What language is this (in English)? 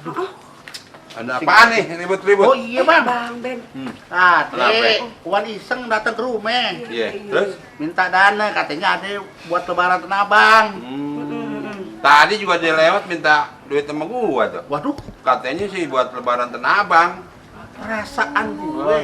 Betawi